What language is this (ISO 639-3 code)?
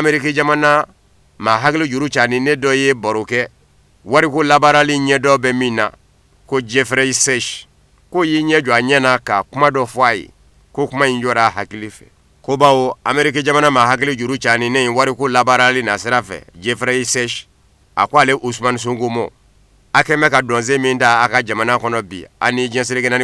bam